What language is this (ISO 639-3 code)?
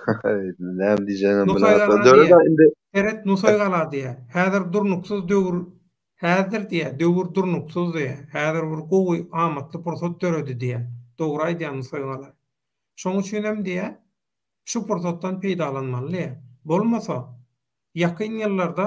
tuk